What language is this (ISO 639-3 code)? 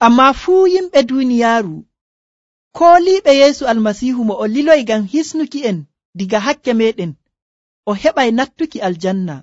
fuv